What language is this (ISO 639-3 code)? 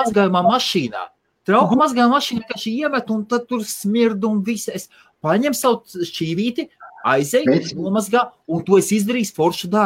lav